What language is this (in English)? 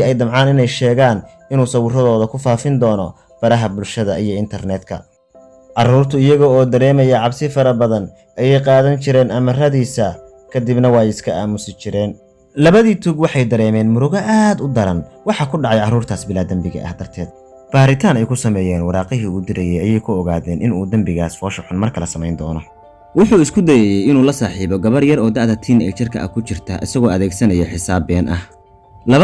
Somali